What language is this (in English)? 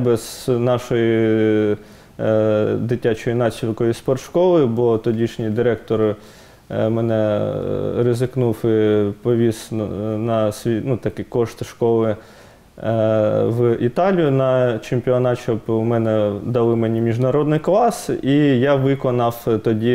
Ukrainian